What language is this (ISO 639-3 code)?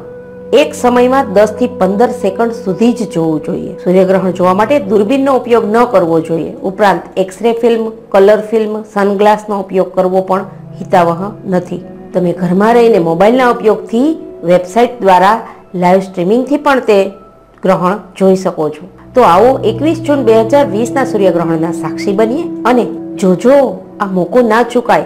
guj